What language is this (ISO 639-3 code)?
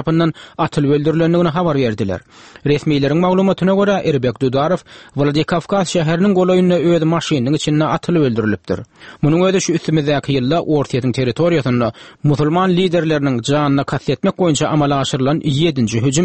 tuk